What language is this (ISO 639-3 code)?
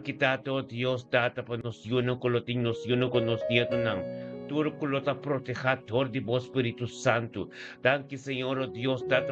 pap